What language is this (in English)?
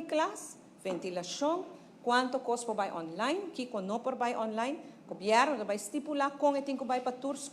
Papiamento